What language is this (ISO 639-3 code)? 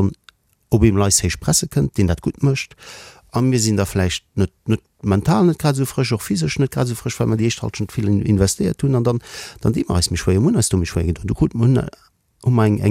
ltz